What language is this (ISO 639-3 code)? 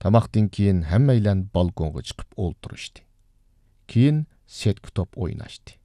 uig